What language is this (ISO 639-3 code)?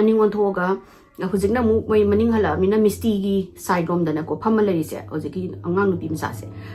mni